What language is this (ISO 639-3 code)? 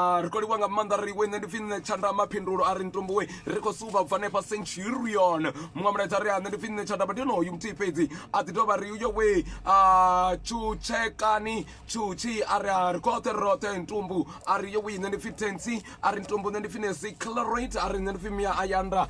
ven